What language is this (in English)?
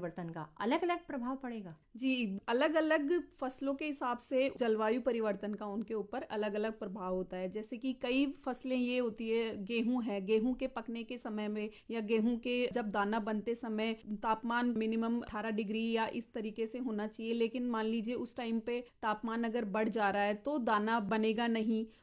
Hindi